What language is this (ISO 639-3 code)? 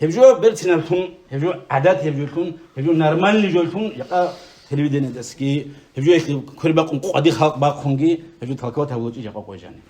ava